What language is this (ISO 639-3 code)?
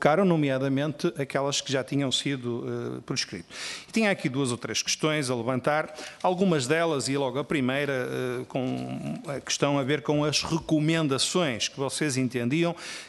por